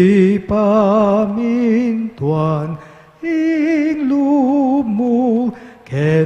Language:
Pampanga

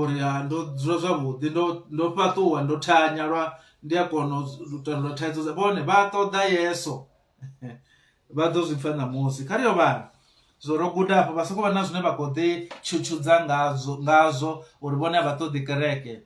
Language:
Venda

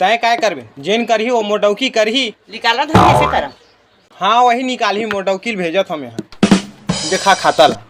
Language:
Chhattisgarhi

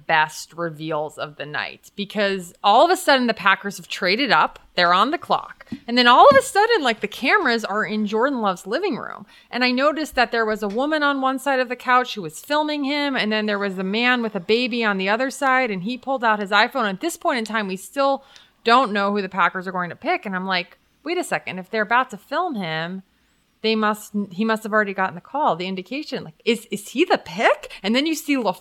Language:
English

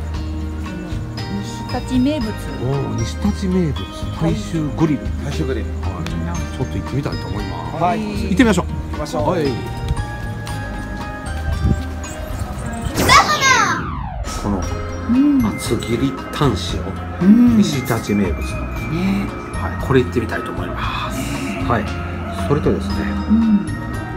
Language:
Japanese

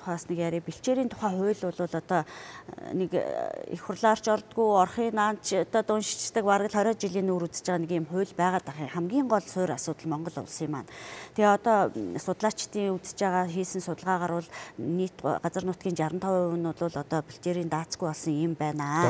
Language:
Mongolian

